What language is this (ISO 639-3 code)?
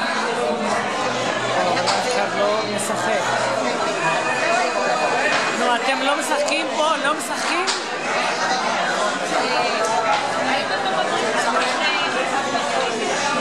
heb